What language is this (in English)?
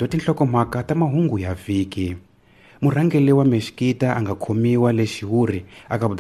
Tsonga